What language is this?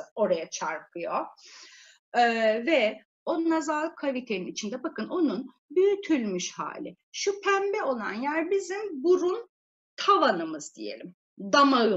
Turkish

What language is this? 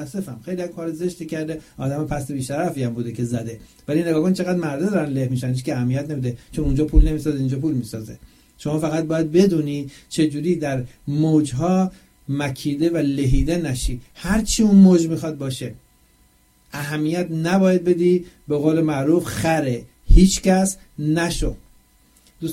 Persian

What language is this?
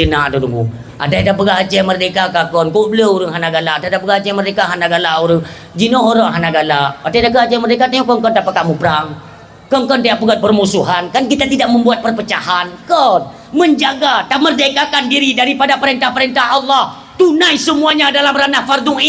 Achinese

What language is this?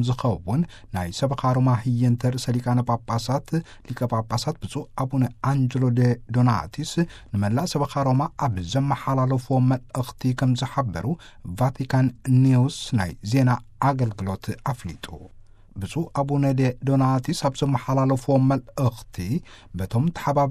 Tigrinya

